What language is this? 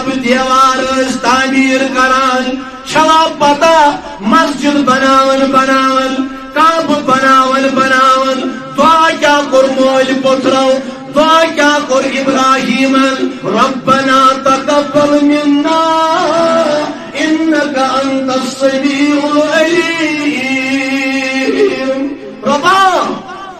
Kashmiri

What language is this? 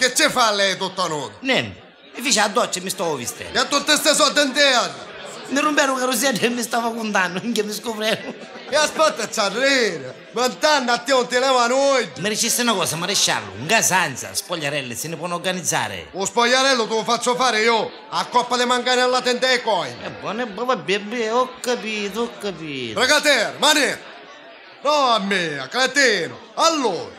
Neapolitan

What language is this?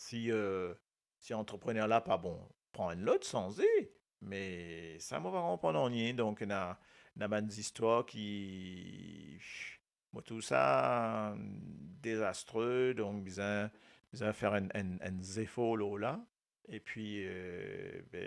Morisyen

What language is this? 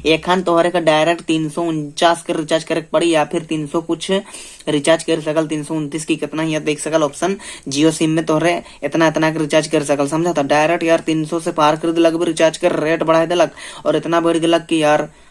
Sadri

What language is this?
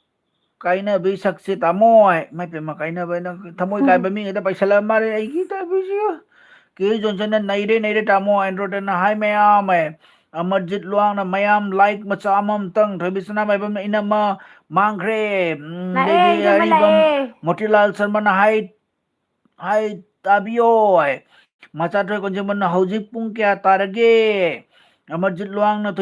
Manipuri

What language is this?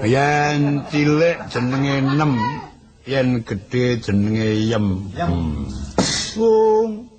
Javanese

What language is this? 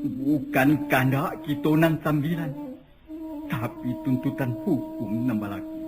Minangkabau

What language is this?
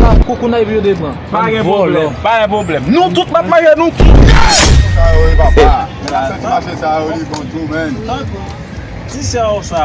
Haitian Creole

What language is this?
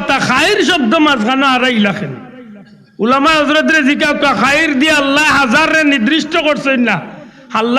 Sylheti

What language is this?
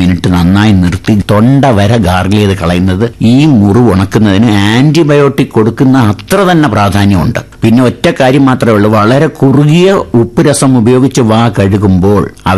Malayalam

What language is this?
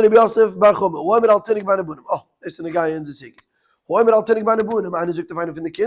Yiddish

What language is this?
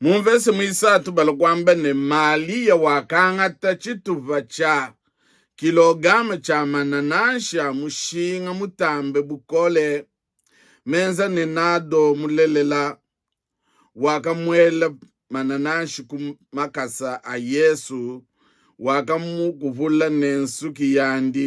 Luba-Lulua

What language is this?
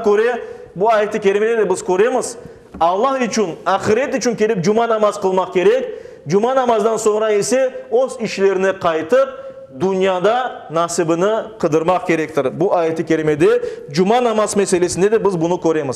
Crimean Tatar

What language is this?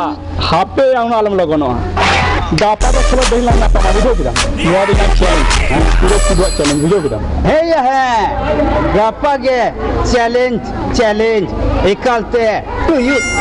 Santali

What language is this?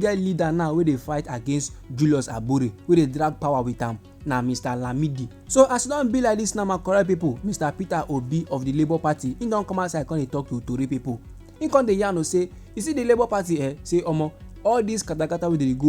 Nigerian Pidgin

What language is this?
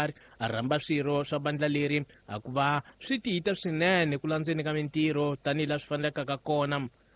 Tsonga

